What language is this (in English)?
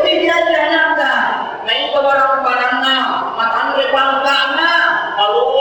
Buginese